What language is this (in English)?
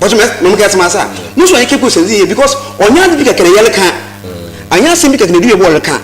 Akan